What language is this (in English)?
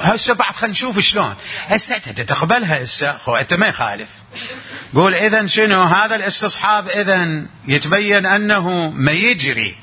Mesopotamian Arabic